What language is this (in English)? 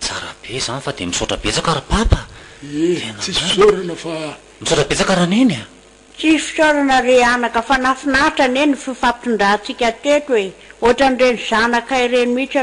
Malagasy